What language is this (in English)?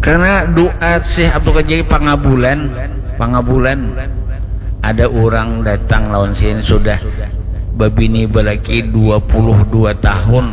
Banjar